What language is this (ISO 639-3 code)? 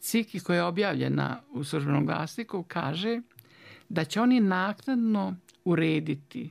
bos